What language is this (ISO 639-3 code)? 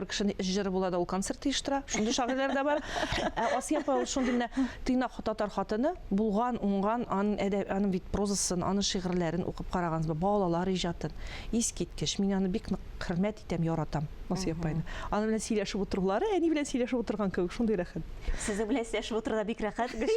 tat